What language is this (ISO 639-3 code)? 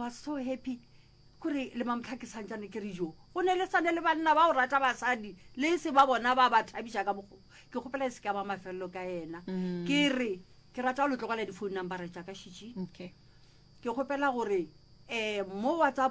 nso